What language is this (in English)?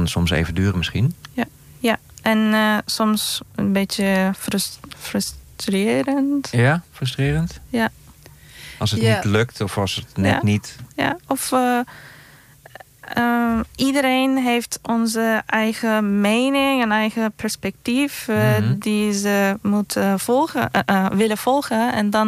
Dutch